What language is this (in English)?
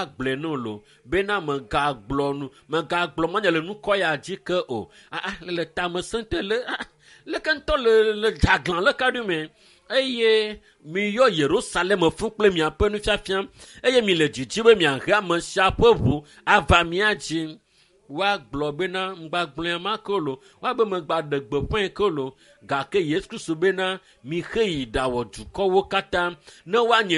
Ewe